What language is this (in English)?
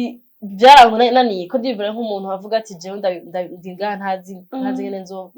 Rundi